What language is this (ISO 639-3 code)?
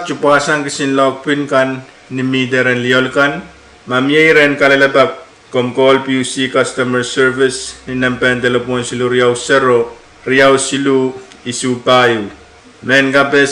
pon